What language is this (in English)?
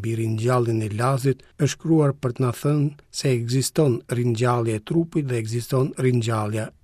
Albanian